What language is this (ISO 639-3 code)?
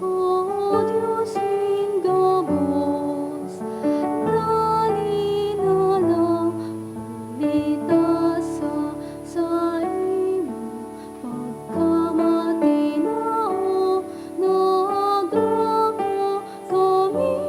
bik